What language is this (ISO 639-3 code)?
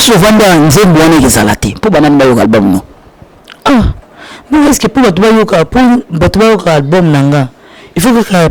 lin